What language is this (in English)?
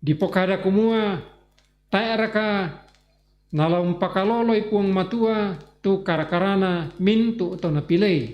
Toraja-Sa'dan